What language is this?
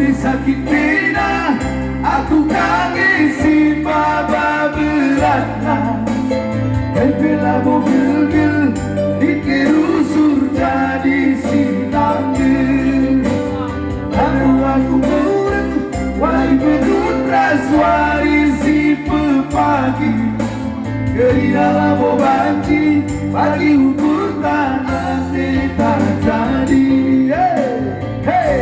Batak Karo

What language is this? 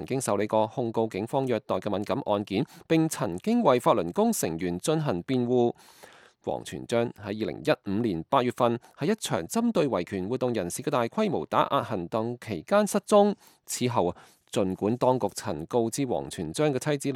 Cantonese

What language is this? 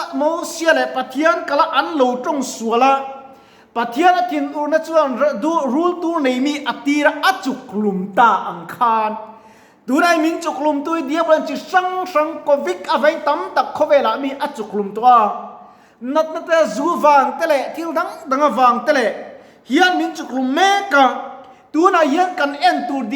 Mizo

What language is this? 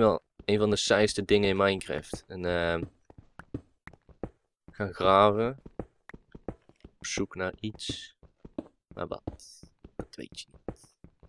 Dutch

